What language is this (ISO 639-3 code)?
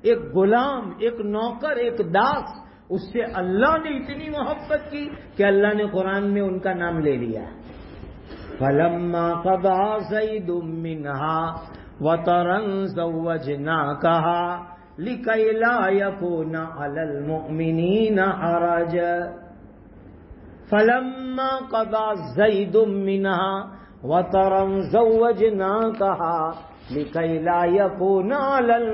urd